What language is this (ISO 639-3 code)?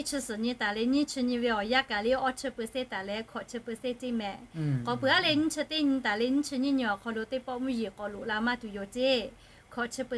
lhu